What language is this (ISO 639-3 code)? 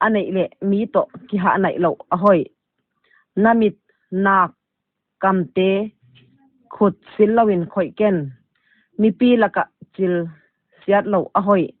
pck